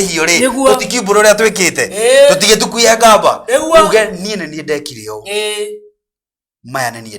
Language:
Kikuyu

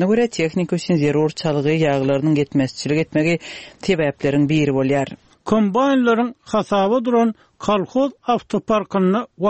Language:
Turkmen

